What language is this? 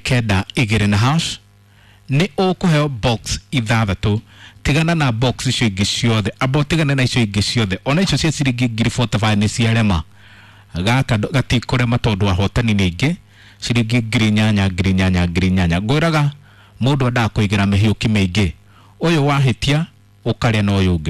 Kikuyu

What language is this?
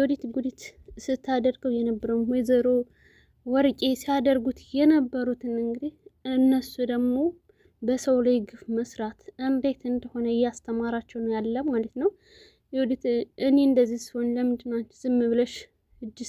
Amharic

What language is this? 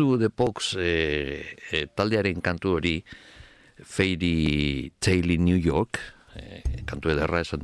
Basque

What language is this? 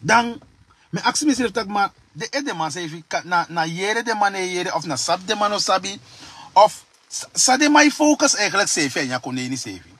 Sranan Tongo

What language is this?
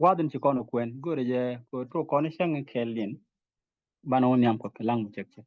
Nuer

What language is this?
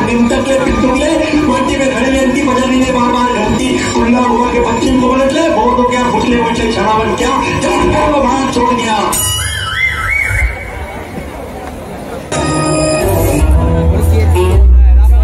Hindi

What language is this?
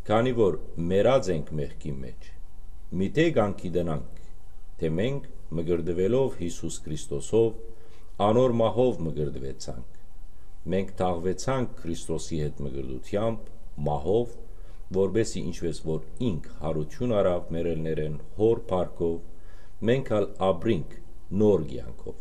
Western Armenian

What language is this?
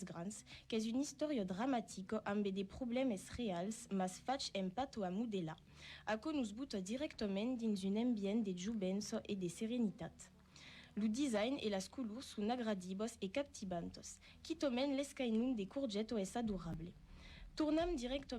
Occitan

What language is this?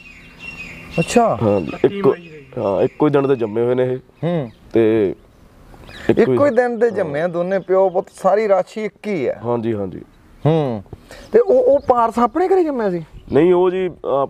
Punjabi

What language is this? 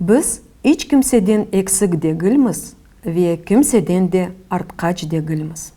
Crimean Tatar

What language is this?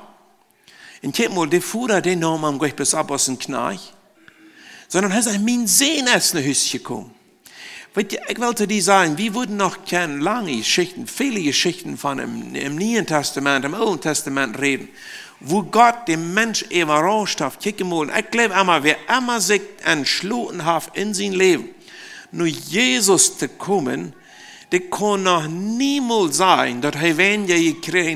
Plautdietsch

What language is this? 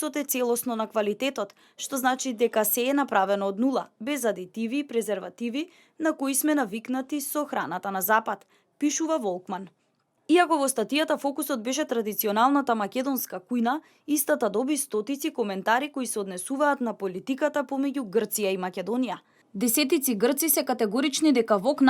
Macedonian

